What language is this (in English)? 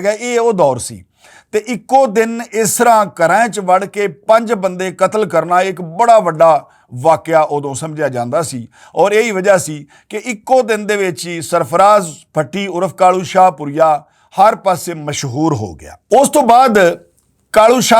Western Panjabi